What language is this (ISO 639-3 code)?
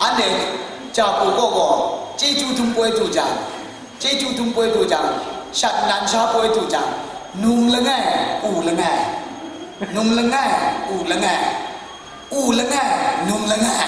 kac